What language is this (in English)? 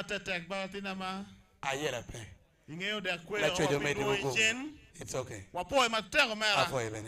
Acoli